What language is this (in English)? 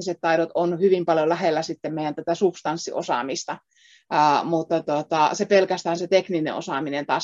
Finnish